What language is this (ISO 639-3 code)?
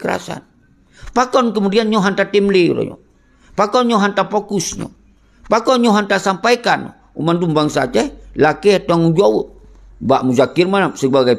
ace